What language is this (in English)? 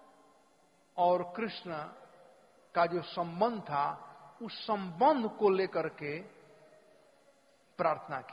Hindi